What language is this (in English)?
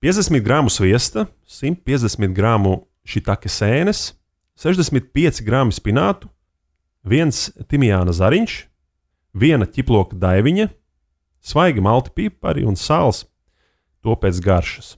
Latvian